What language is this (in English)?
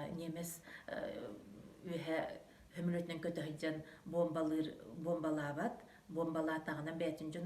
Yakut